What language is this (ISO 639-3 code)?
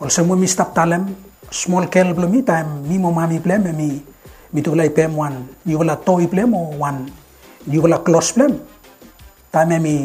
bis